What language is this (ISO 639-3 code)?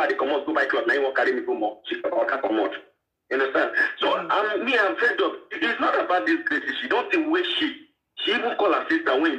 pcm